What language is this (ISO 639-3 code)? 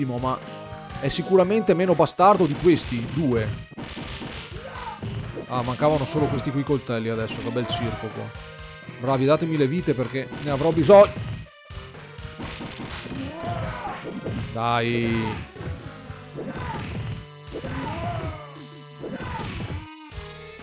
ita